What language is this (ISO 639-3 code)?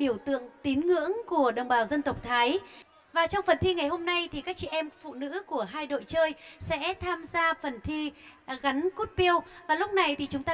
vie